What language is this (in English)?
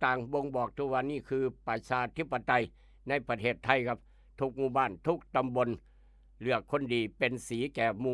Northeastern Thai